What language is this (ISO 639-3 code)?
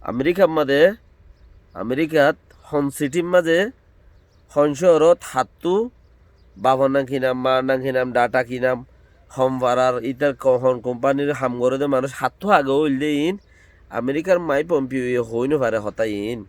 rhg